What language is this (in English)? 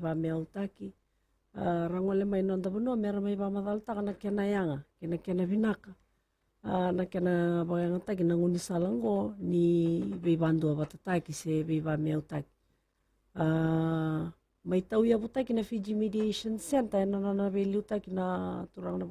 Fijian